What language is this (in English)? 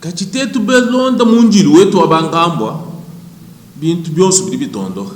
Luba-Lulua